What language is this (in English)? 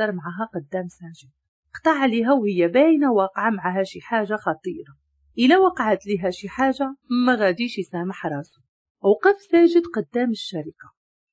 Moroccan Arabic